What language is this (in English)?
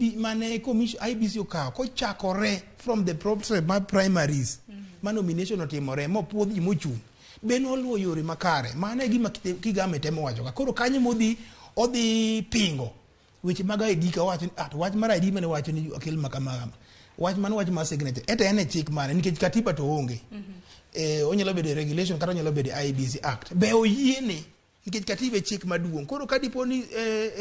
Luo (Kenya and Tanzania)